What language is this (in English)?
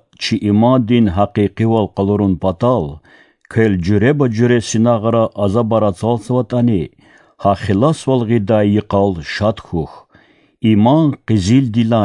Lezghian